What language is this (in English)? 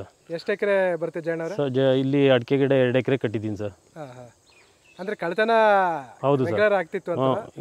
Kannada